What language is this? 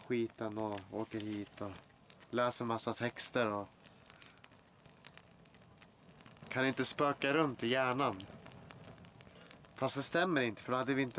Swedish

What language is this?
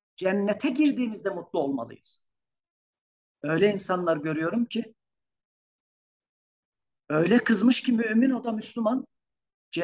Turkish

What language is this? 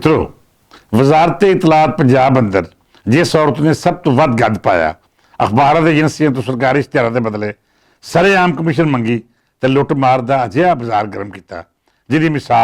Western Panjabi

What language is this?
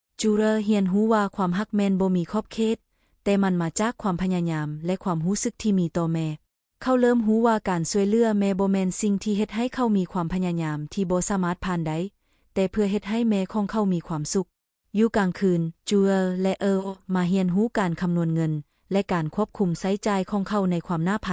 Lao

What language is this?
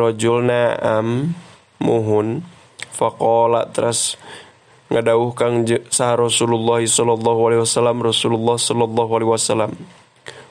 Sundanese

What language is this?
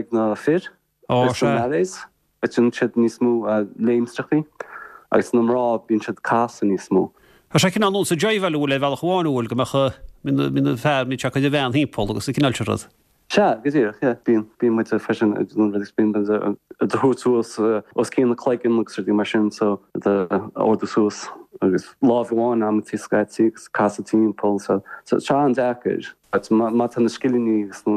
Irish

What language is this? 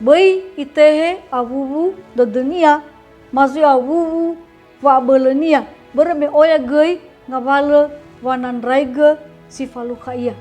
Nias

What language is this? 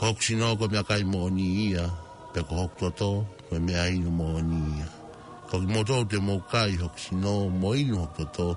Tongan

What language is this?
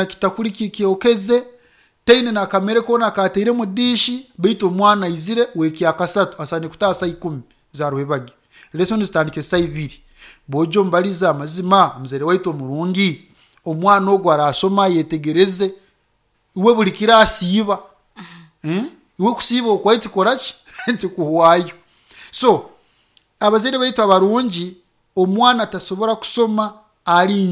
Nyoro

